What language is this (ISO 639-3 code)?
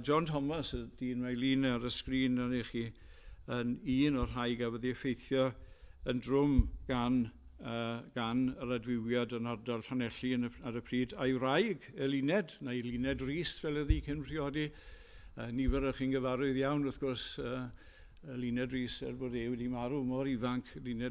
cym